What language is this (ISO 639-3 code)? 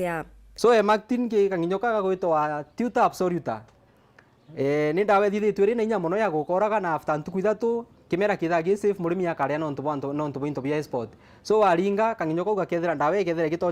mer